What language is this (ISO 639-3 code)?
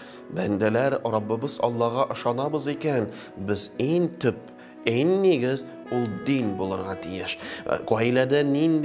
tat